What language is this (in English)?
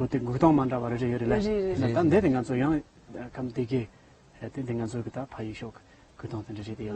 Tibetan